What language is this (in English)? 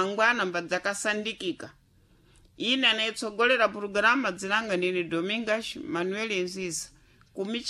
Sena